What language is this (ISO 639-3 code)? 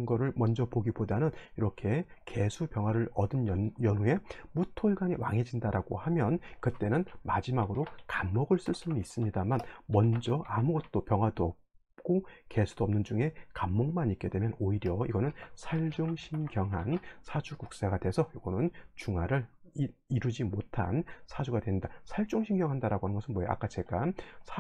kor